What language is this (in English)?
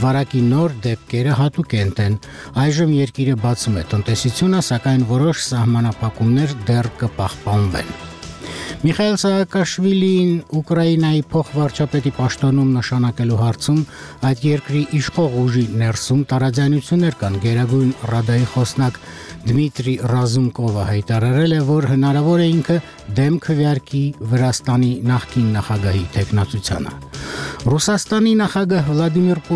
Armenian